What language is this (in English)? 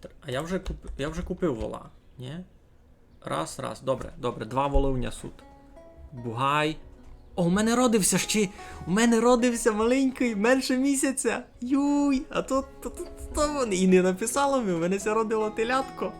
Rusyn